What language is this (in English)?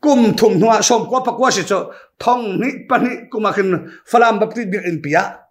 Hakha Chin